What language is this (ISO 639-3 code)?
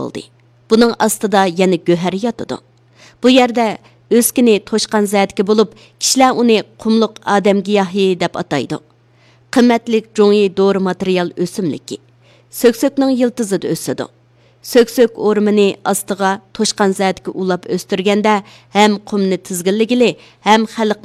uig